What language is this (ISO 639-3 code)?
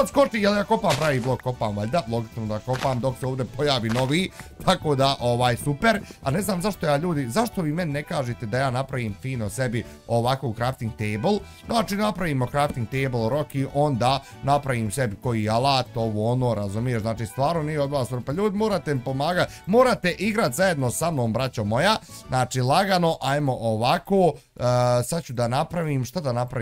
bos